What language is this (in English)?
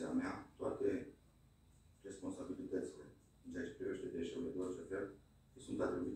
Romanian